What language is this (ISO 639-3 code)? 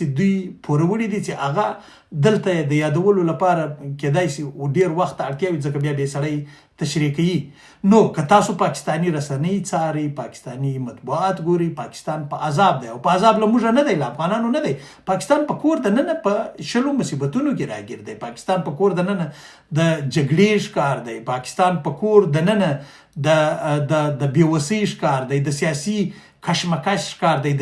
pus